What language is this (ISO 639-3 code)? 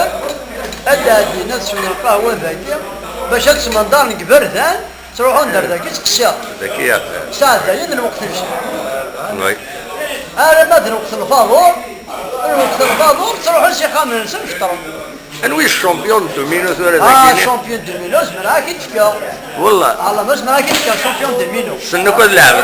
kab